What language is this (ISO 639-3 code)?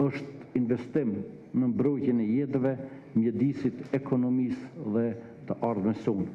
sqi